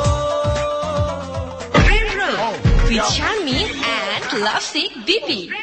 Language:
Bangla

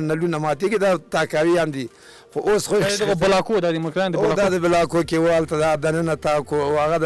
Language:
Pashto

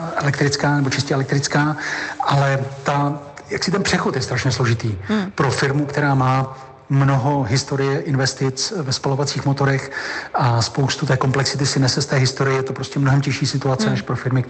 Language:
Czech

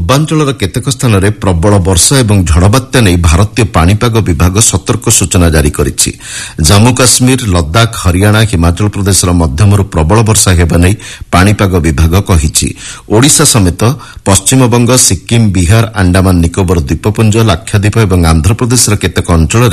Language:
Odia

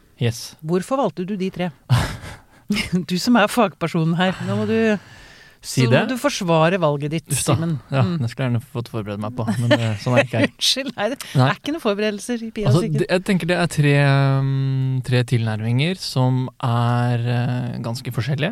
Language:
Norwegian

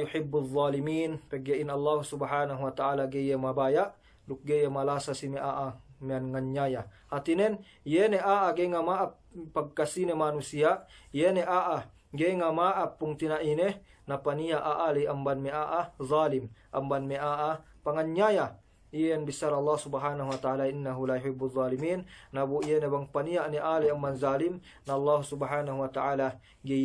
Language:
Yakan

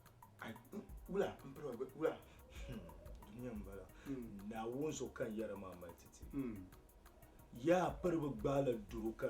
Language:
Dagbani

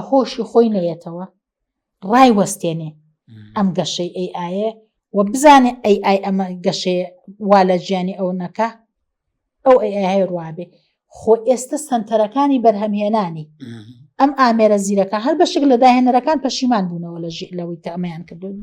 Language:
Central Kurdish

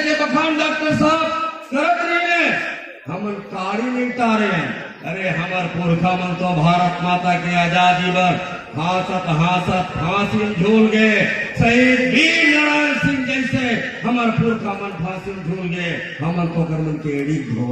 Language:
Chhattisgarhi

